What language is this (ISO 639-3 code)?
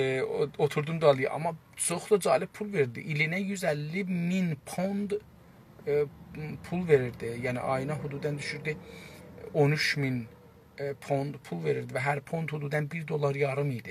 azb